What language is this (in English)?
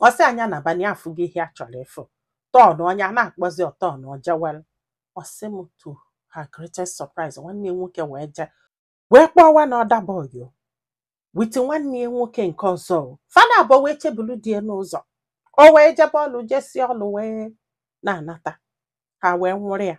Igbo